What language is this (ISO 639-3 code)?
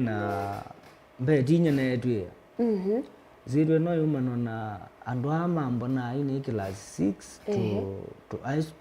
kam